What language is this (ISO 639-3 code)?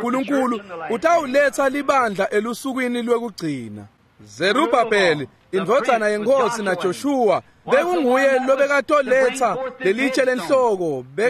ssw